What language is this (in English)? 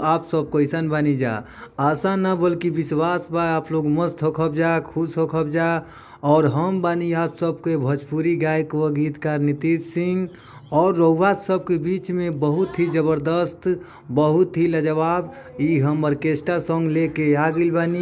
Bhojpuri